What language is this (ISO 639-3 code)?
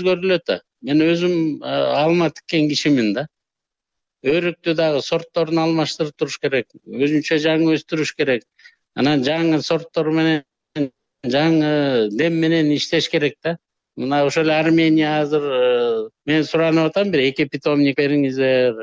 kir